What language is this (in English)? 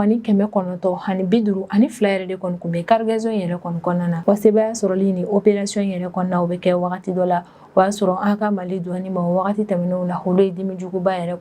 Bambara